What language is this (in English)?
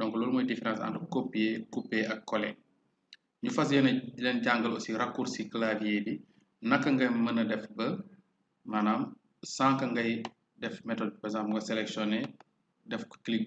Wolof